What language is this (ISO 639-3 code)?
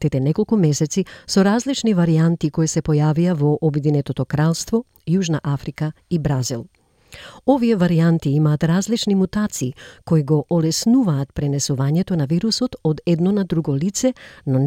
mkd